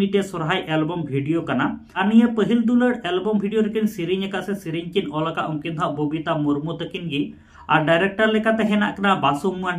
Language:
Santali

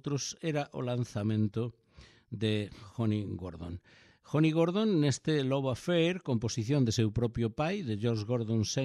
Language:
Galician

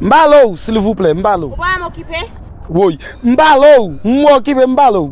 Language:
Haitian Creole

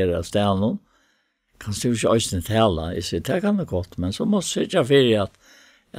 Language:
Faroese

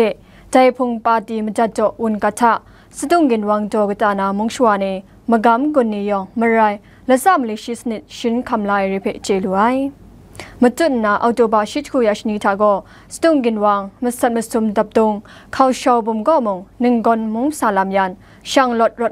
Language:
Kachin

